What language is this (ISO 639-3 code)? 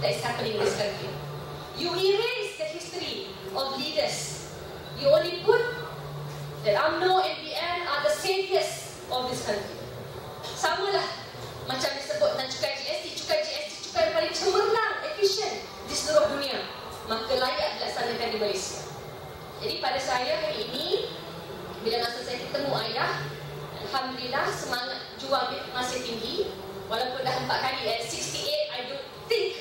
msa